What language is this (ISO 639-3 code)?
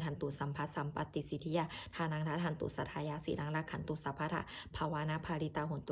pli